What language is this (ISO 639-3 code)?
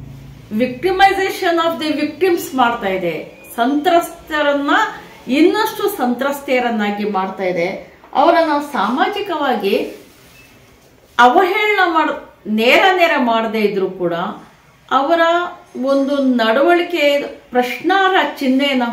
kan